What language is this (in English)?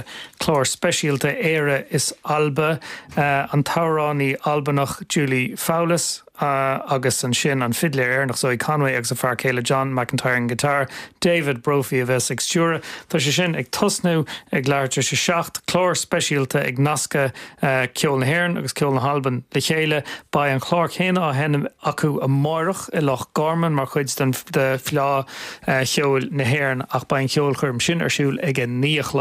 Irish